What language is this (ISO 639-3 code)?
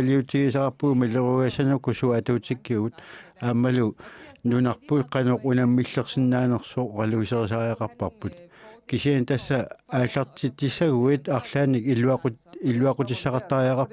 kal